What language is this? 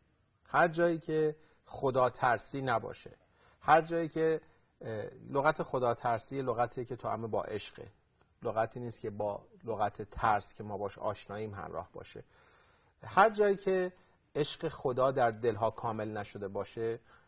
Persian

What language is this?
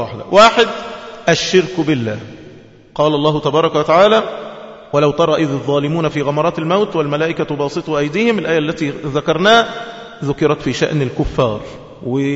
Arabic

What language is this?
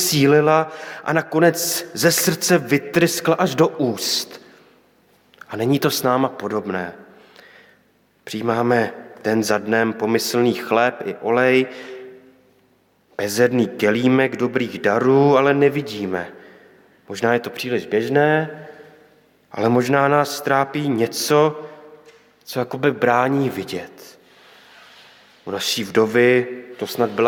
Czech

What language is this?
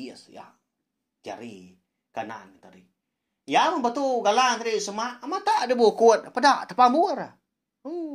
Iban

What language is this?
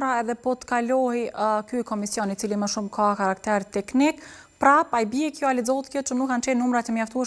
Albanian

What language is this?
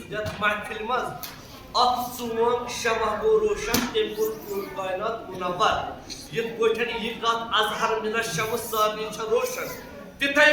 Kashmiri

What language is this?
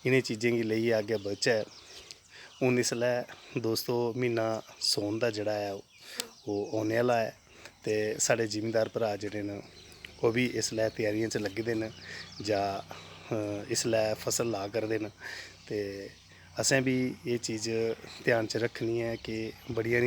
Dogri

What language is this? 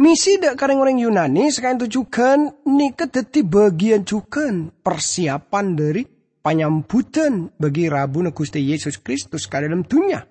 Madurese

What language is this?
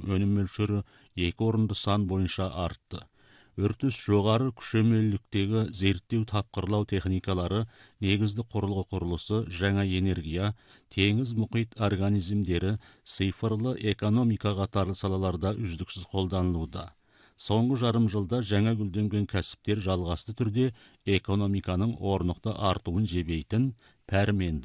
Kazakh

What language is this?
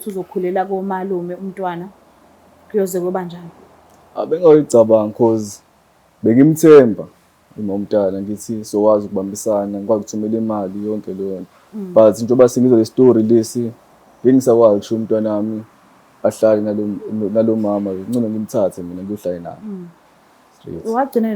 Zulu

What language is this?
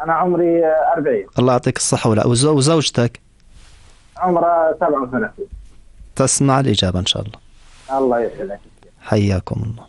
North Levantine Arabic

